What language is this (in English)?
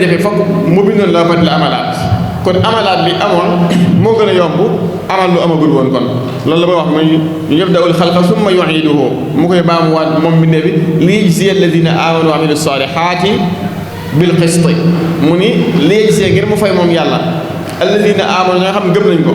Wolof